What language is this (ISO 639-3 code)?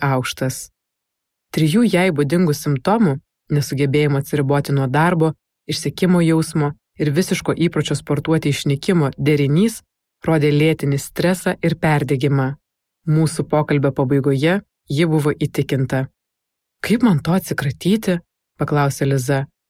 lit